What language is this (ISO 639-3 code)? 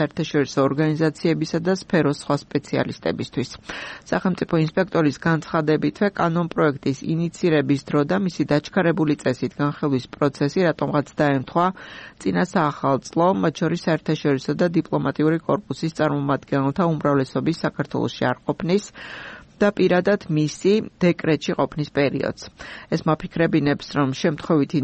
kat